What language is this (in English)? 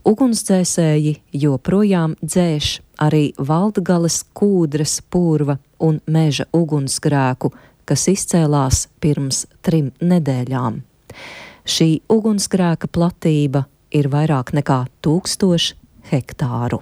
Latvian